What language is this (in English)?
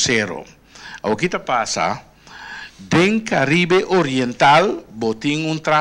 Papiamento